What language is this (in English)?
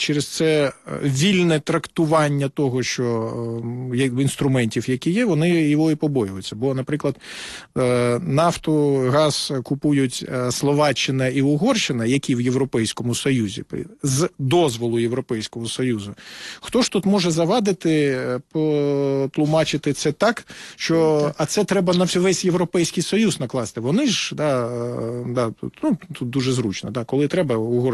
Ukrainian